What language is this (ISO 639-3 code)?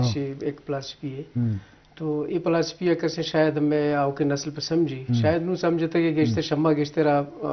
bgp